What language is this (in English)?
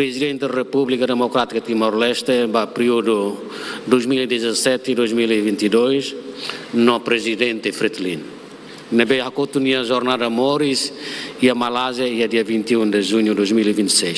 Tetum